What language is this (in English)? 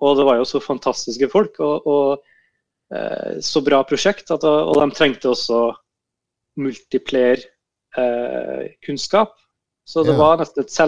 Norwegian